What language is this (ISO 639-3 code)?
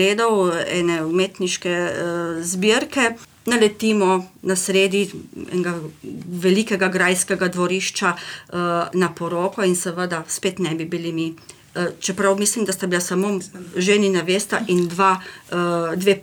slv